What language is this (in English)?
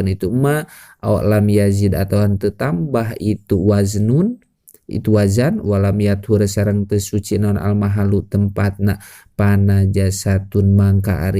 Sundanese